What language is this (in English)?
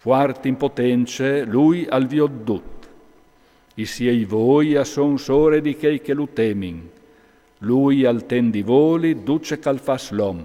Friulian